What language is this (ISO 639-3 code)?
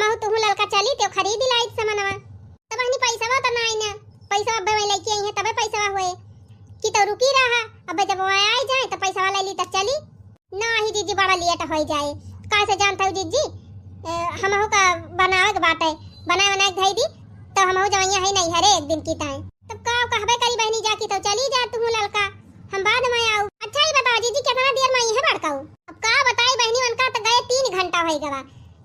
awa